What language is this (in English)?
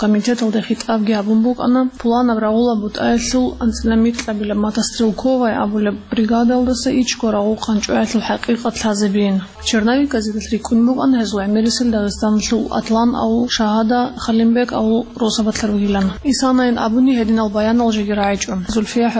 Avaric